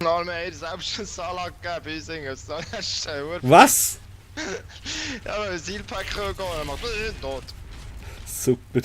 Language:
Swiss German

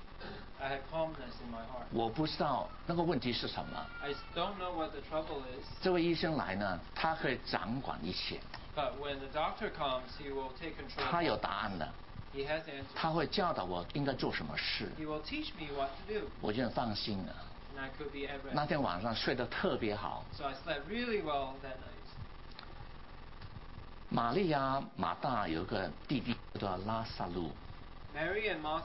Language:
Chinese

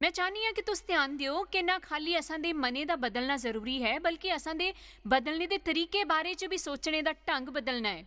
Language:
Dogri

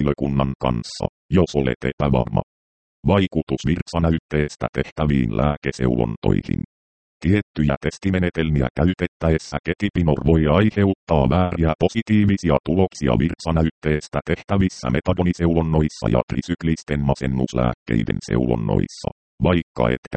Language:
Finnish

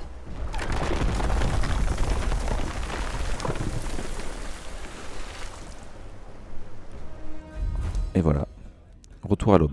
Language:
French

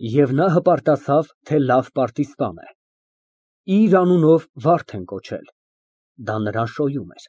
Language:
Armenian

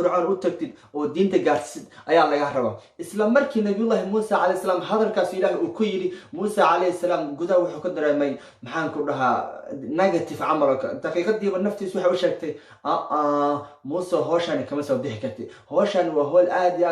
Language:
Somali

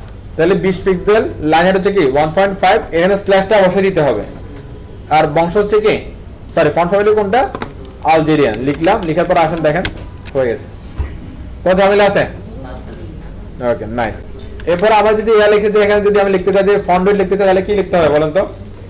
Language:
Bangla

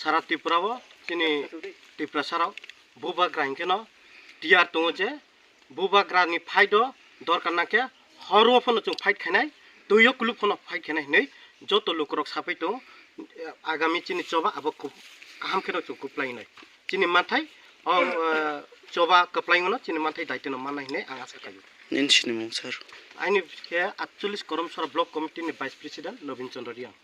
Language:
Kok Borok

